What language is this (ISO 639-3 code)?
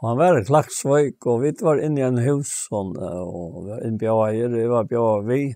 fao